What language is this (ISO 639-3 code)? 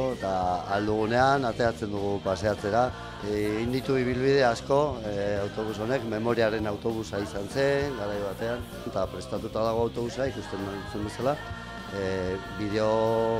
eus